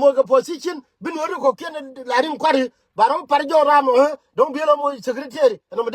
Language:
Nuer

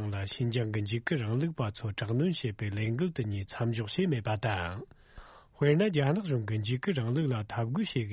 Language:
Tibetan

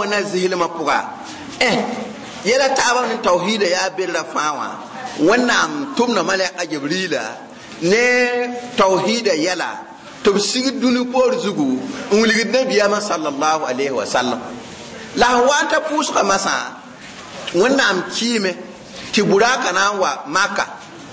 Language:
Mossi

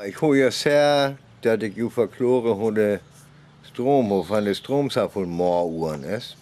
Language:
Northern Frisian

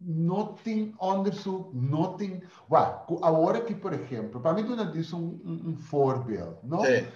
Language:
Papiamento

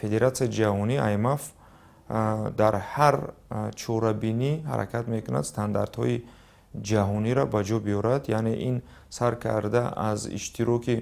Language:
Tajik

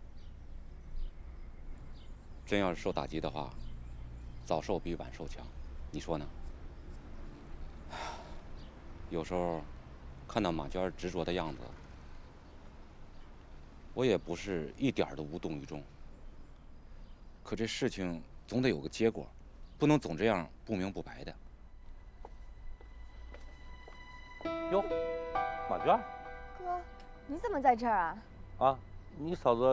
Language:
Chinese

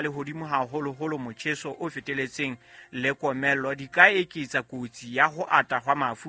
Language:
Southern Sotho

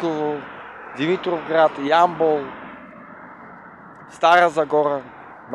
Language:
Bulgarian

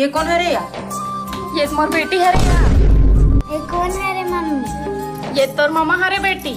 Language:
Chhattisgarhi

